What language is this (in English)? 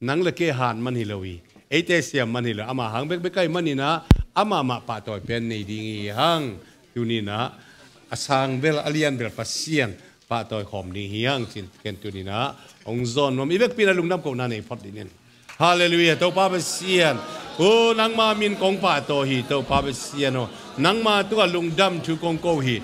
Tedim Chin